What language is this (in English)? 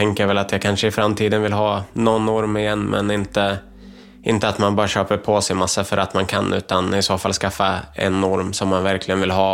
Swedish